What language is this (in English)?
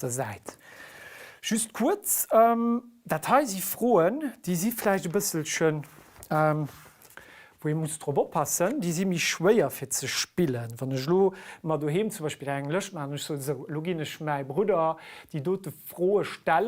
Luxembourgish